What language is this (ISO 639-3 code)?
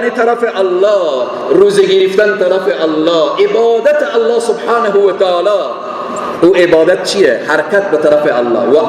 fas